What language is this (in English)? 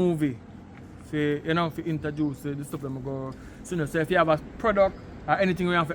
Jamaican Creole English